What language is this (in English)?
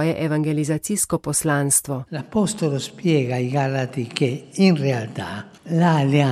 Slovenian